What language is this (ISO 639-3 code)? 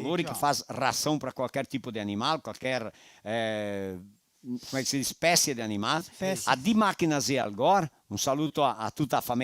vec